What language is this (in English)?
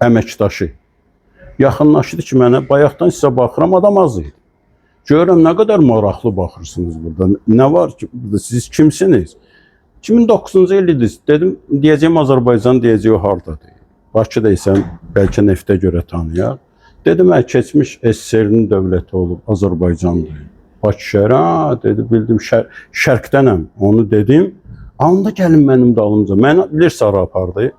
Azerbaijani